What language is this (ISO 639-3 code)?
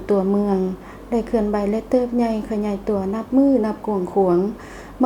lao